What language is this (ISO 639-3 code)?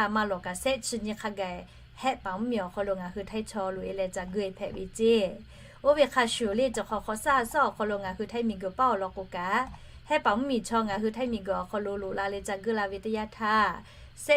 lhu